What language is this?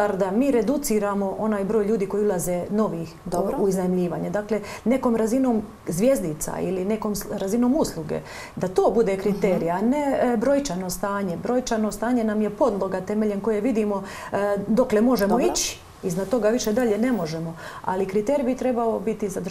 Croatian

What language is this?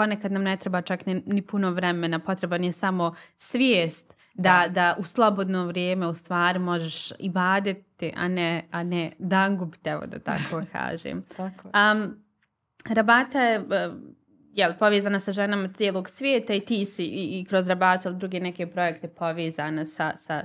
Bosnian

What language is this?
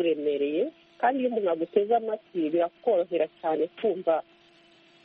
Kinyarwanda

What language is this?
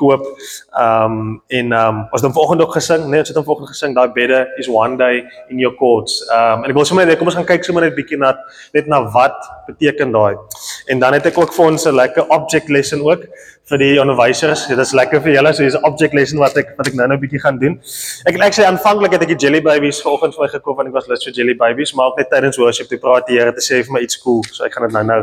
Afrikaans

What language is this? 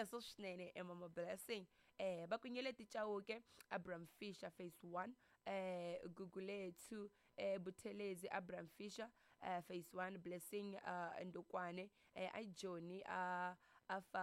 Tsonga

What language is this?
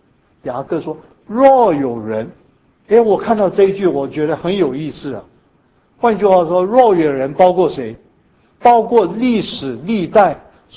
Chinese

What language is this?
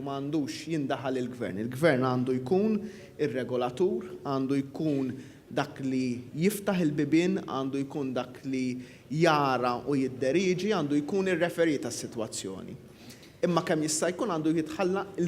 Maltese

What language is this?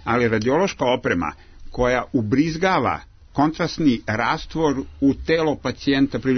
Serbian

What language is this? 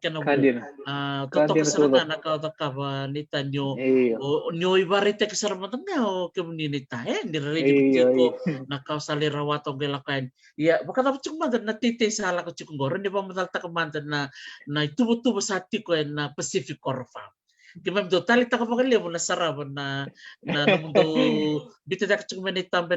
Fijian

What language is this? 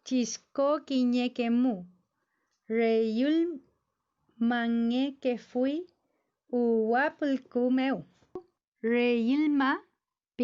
Mapuche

